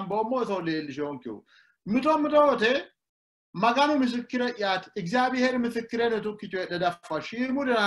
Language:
Sidamo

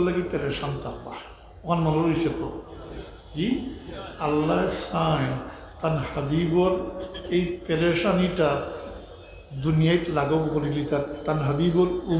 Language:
Sylheti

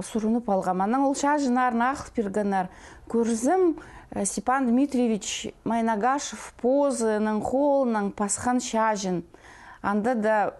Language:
Khakas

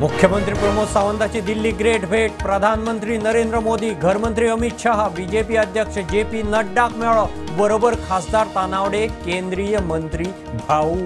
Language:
Konkani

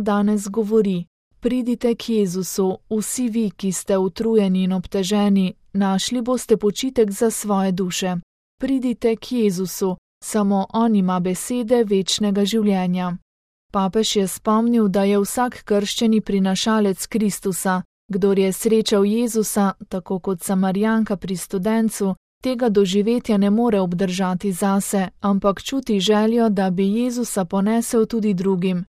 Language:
Slovenian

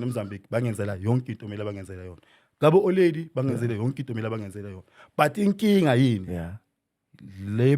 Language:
Zulu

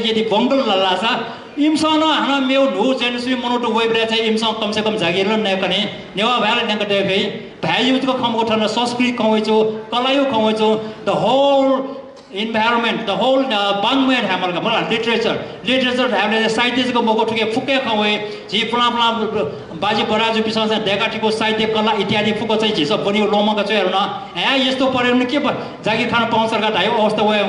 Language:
Newari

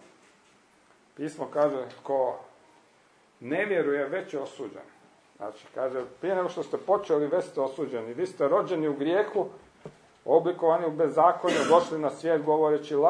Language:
Croatian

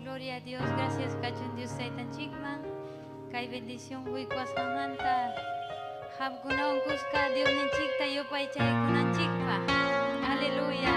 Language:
Ayacucho Quechua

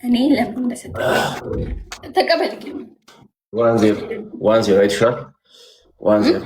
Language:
Amharic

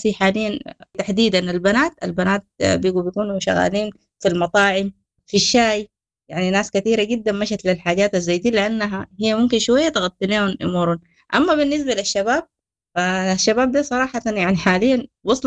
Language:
Sudanese Arabic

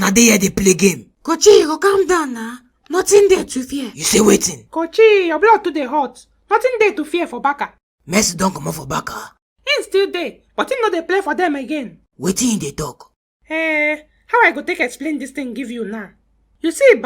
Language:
Nigerian Pidgin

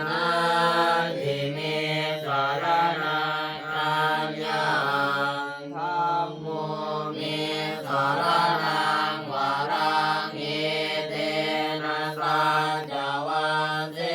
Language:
Pali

